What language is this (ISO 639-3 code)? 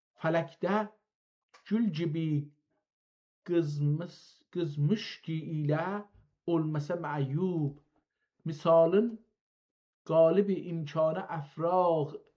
azb